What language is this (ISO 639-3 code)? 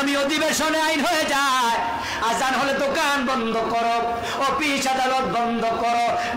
ben